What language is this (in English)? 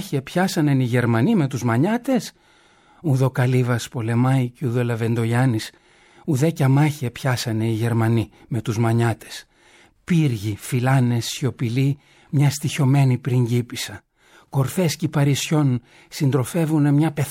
Greek